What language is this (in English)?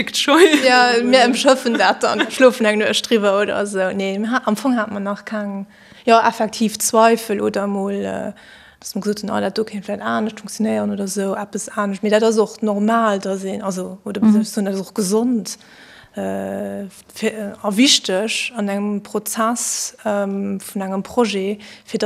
Luxembourgish